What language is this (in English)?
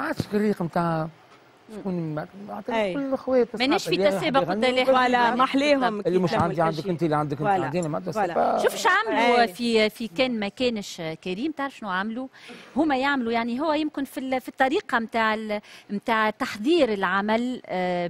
Tunisian Arabic